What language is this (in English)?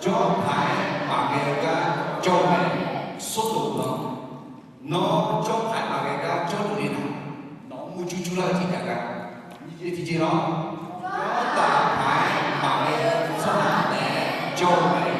Akha